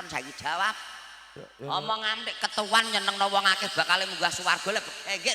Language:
Javanese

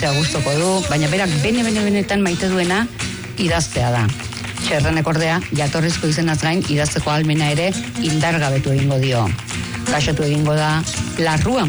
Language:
Basque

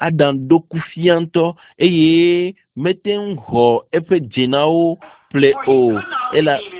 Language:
Ewe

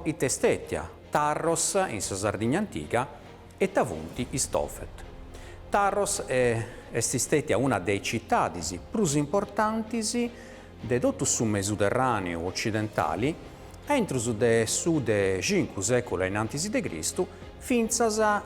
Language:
Sardinian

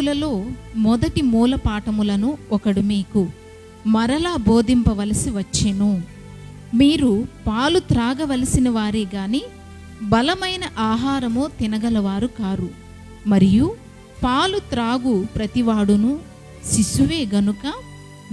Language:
Koya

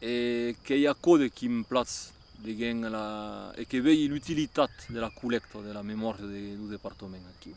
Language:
Occitan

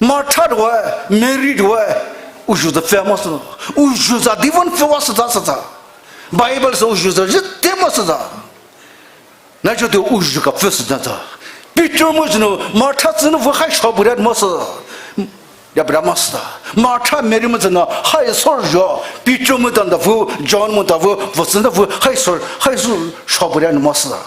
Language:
Poumei Naga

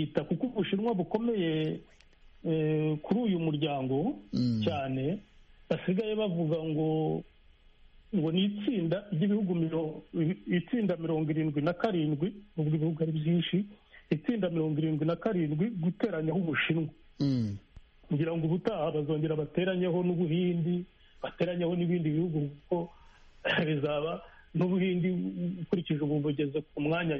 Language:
Kinyarwanda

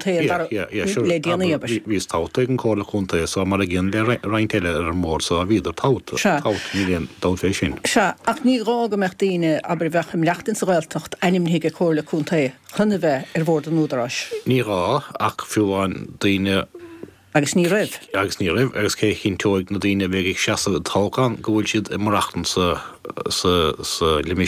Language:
Irish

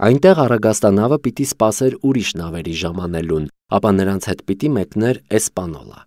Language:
Armenian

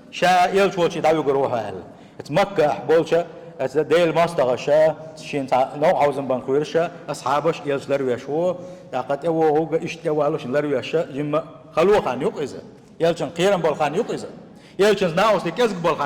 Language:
Chechen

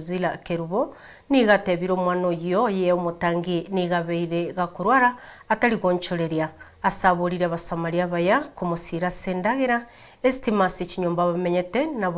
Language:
Gusii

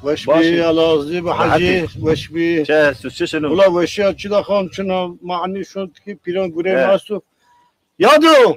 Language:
Zaza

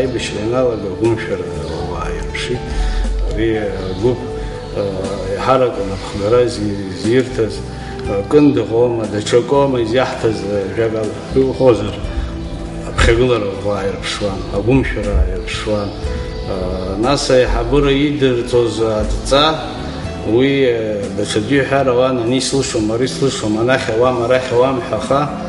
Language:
Abkhazian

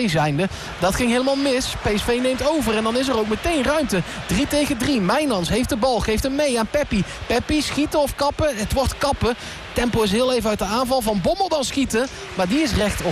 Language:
Dutch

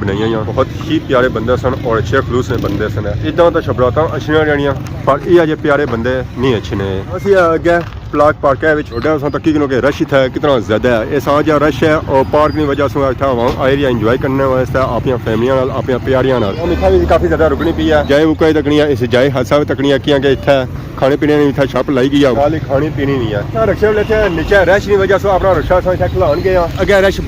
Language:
Pahari-Potwari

